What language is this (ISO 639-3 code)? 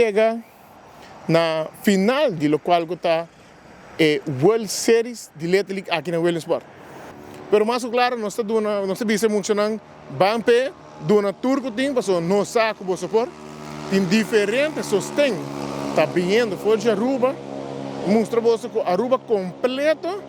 pap